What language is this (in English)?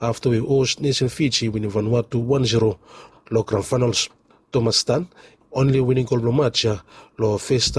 Bislama